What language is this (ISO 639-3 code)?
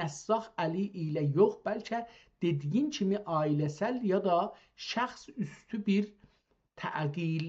azb